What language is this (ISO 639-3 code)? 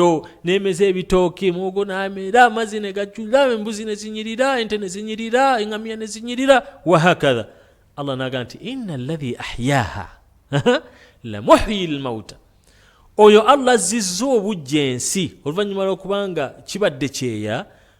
lug